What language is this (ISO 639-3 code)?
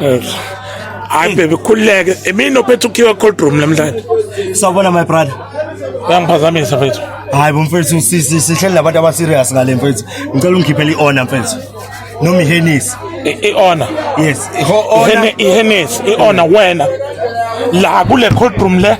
zul